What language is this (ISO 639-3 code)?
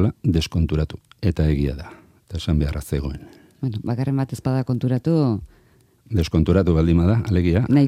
eus